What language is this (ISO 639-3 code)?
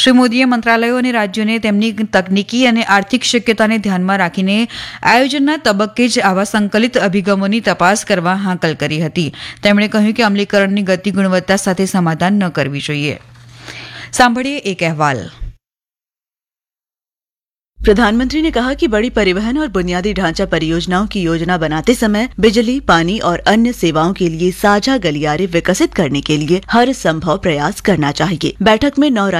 guj